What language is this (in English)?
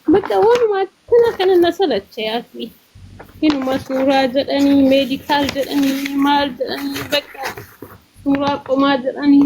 Oromo